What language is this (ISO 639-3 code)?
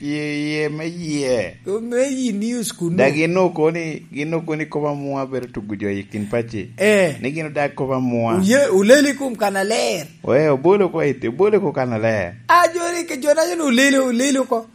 laj